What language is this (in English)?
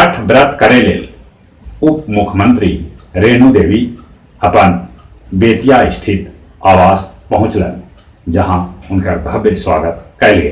Magahi